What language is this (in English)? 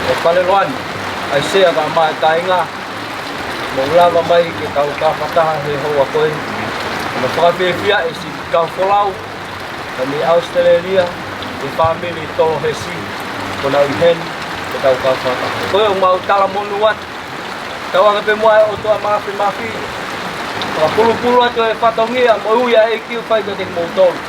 Tongan